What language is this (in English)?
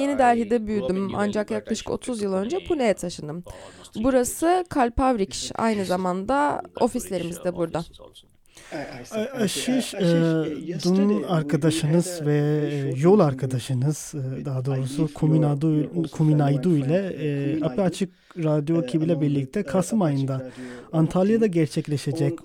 Turkish